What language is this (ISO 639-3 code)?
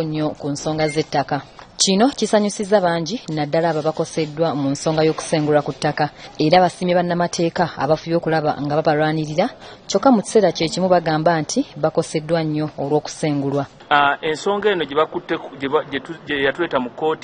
lug